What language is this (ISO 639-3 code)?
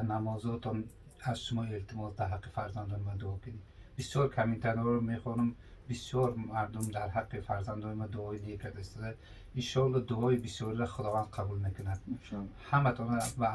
tgk